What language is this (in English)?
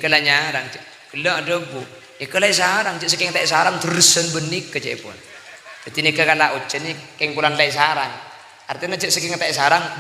Madurese